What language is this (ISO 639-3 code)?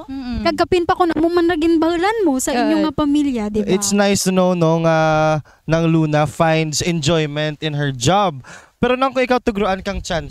krj